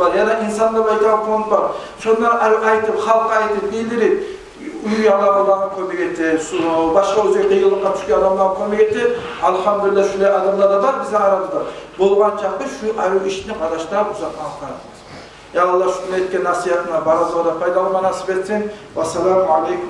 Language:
Kumyk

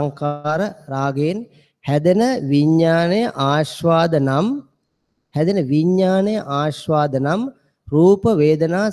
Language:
Sinhala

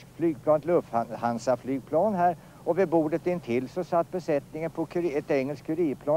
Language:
Swedish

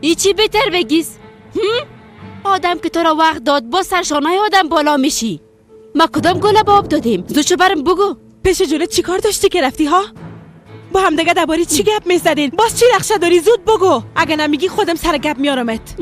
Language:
Persian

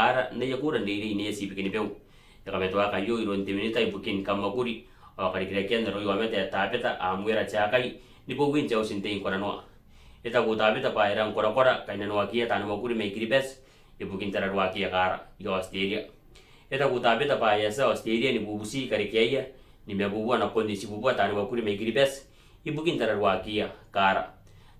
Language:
Gilbertese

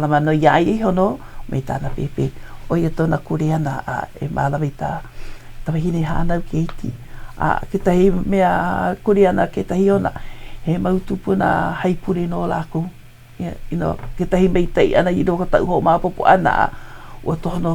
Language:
Hawaiian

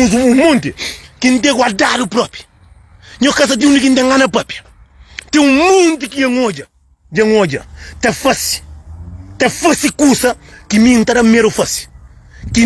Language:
Kabuverdianu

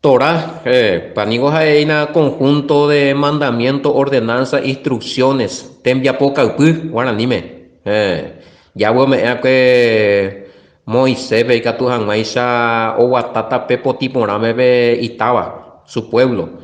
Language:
Guarani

